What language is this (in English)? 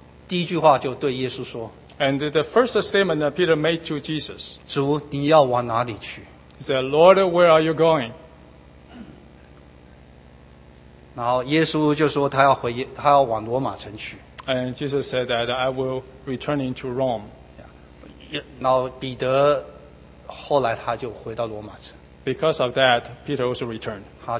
Chinese